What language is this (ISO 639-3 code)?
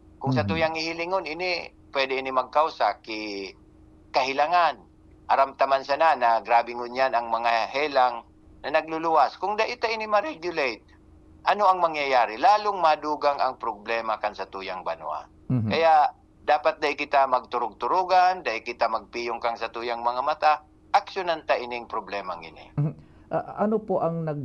bik